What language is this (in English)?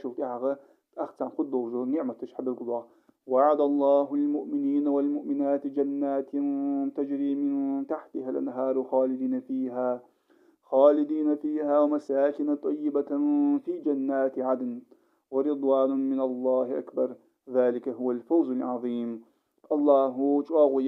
Ingush